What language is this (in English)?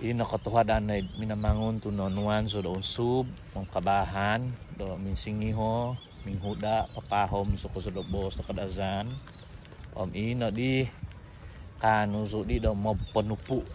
Central Dusun